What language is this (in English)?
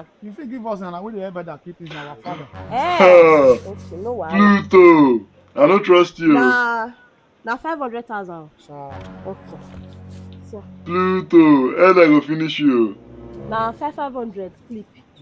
Nigerian Pidgin